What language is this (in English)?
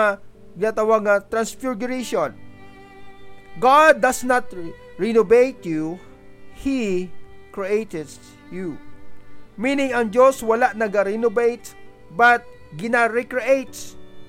Hiligaynon